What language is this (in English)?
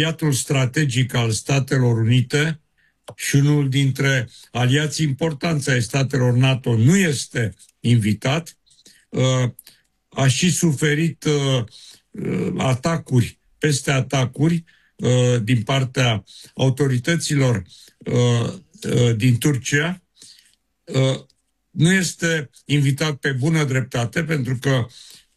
Romanian